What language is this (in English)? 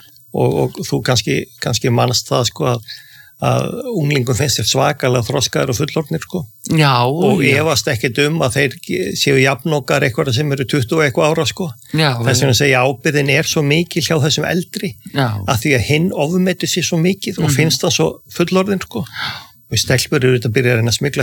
Icelandic